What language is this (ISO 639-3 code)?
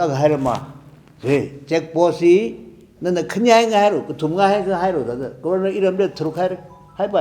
nmf